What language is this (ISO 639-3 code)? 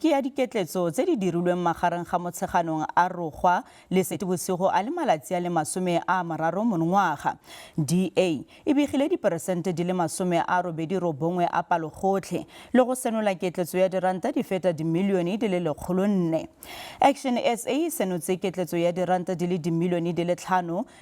tsn